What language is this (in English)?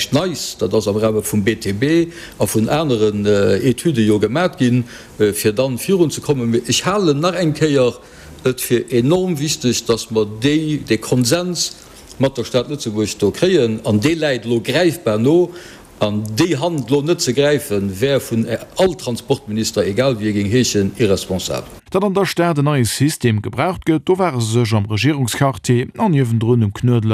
Luxembourgish